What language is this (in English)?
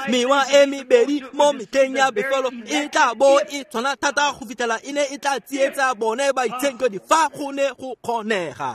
Tswana